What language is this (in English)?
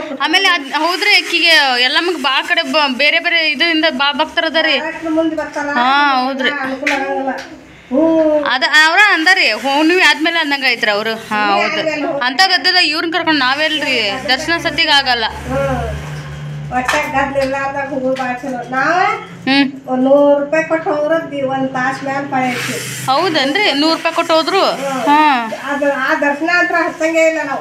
Kannada